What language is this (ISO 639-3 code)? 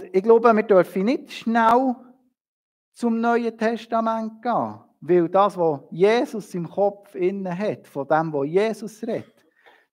gsw